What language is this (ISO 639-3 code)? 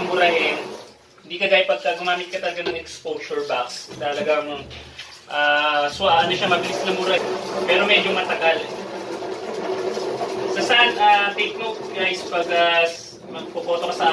fil